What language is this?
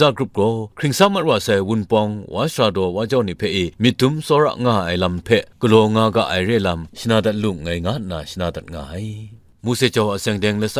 Kachin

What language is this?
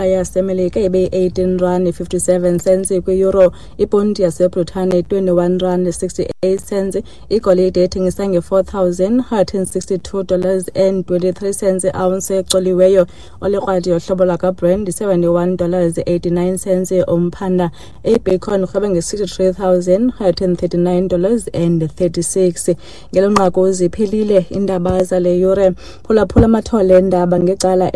Xhosa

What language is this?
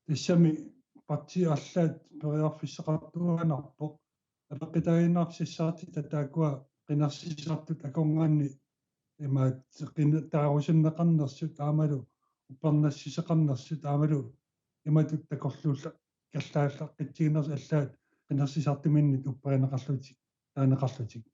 Kalaallisut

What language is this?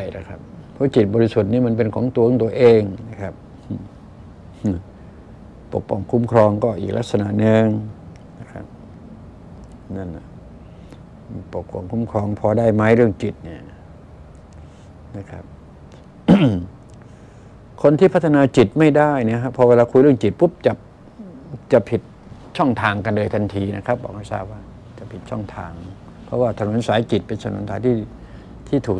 Thai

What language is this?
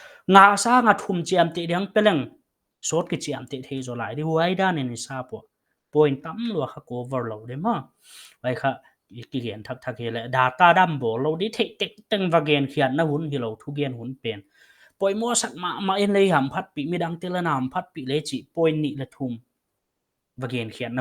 Paite Chin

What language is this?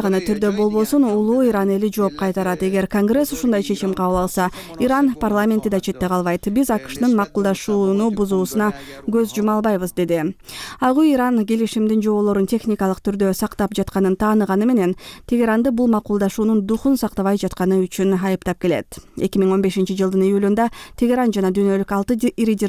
Kyrgyz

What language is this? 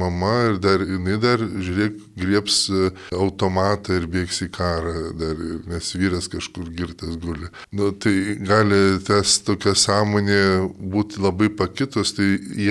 Lithuanian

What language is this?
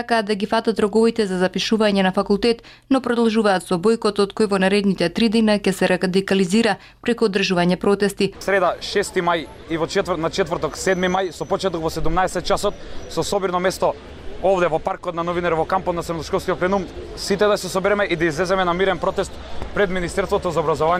Macedonian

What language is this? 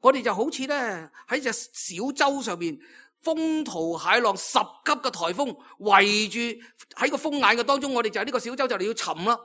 Cantonese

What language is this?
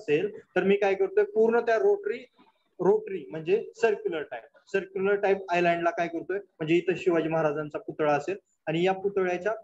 Marathi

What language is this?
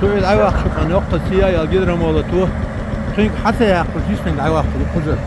Chechen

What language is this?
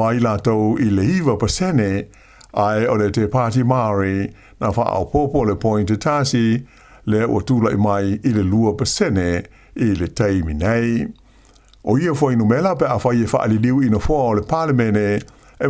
Samoan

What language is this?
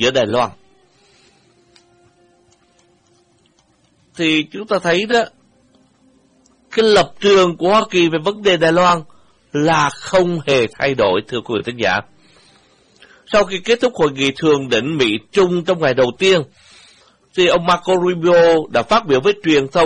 Vietnamese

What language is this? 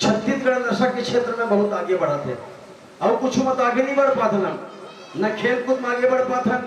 Chhattisgarhi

